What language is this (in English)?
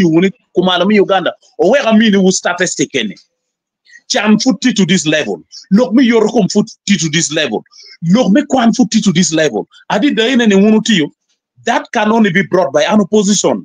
Acoli